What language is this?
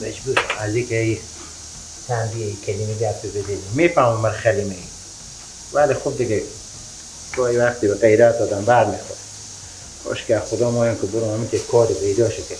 Persian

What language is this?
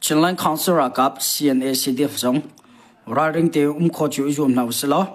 Hakha Chin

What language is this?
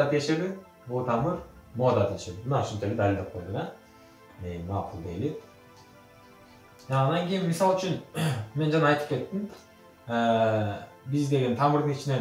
Kyrgyz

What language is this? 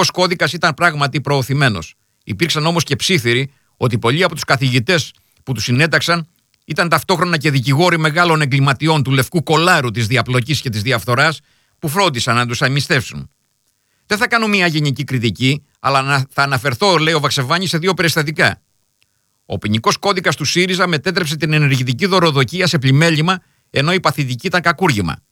Greek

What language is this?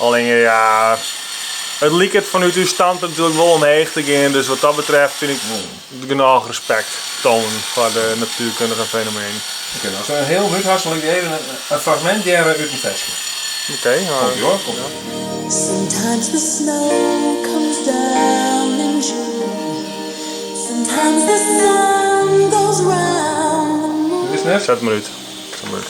Western Frisian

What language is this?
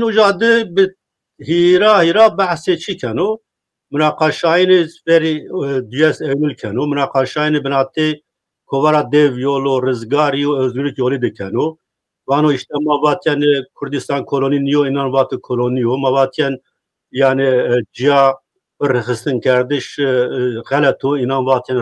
Zaza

